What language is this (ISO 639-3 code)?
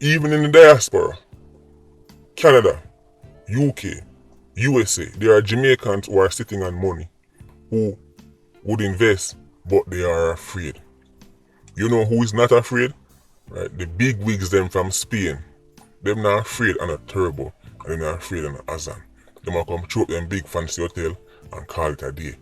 jam